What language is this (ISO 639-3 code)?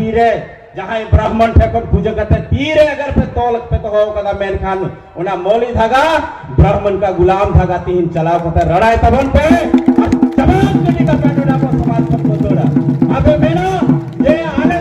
sat